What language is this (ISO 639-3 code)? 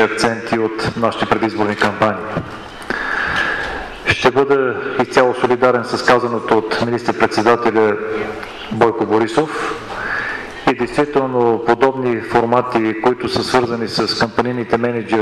bul